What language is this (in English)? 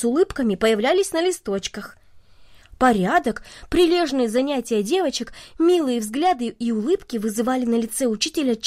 Russian